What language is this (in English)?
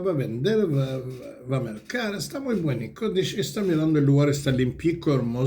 Ladino